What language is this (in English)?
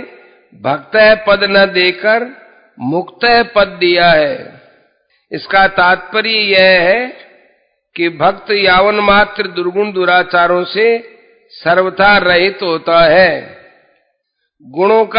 Hindi